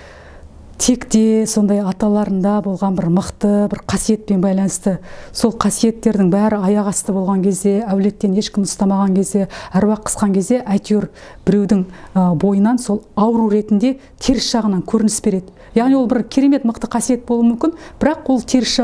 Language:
Kazakh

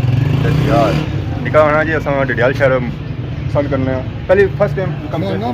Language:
Pahari-Potwari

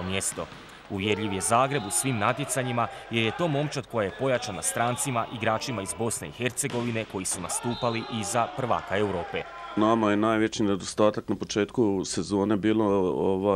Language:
Croatian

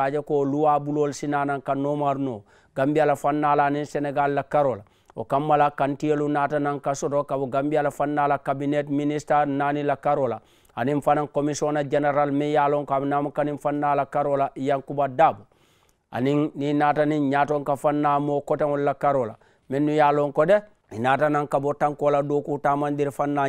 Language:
Mandingo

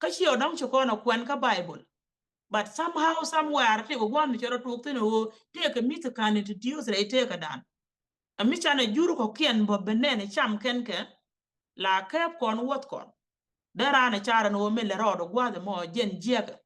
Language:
Nuer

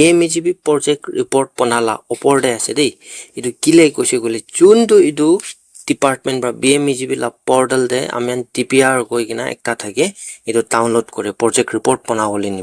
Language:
Naga Pidgin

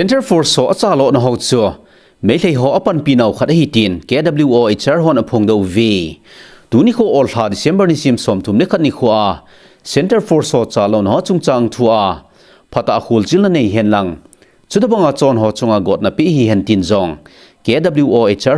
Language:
Thado Chin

